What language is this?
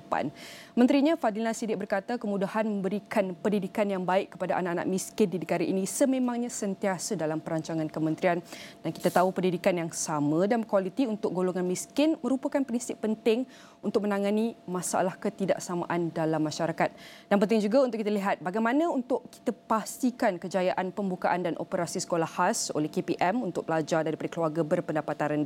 Malay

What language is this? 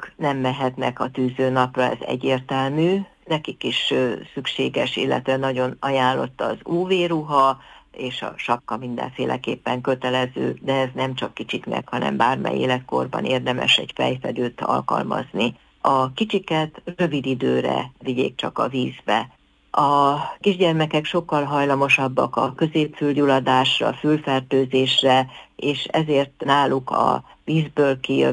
Hungarian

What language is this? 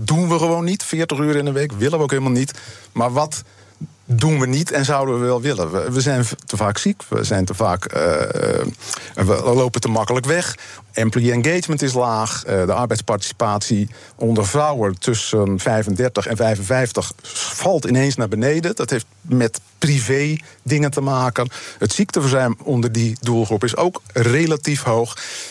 Dutch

